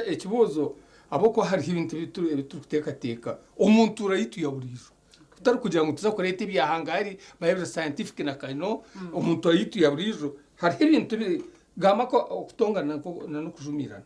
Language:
Nyankole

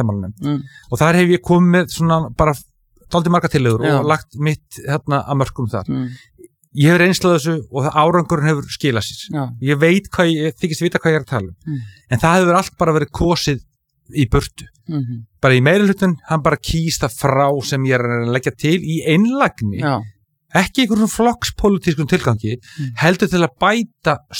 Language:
Icelandic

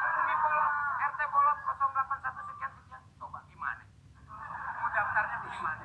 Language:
Betawi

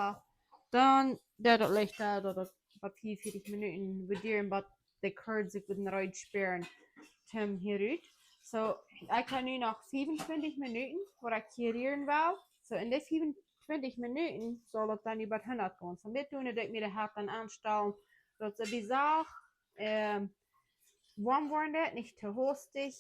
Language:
Plautdietsch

